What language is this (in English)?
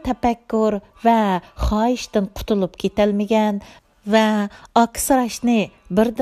Uyghur